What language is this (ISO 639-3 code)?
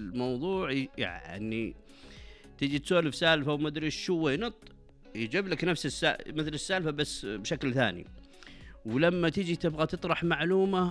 ars